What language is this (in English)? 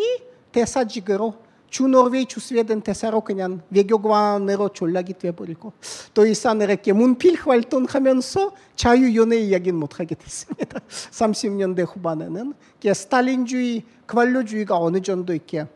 Korean